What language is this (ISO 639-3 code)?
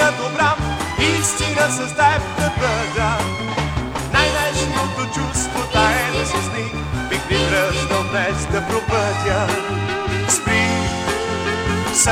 bul